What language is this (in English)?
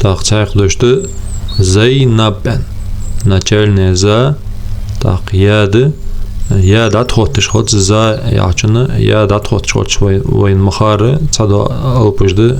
Ingush